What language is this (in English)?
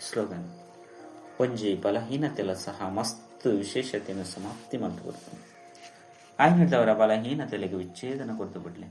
Tulu